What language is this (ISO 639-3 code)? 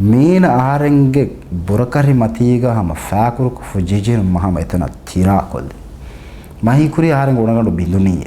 div